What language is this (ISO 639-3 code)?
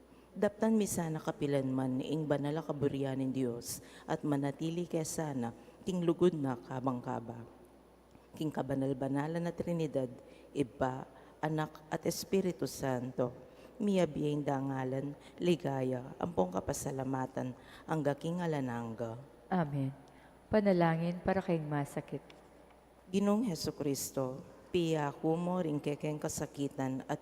pam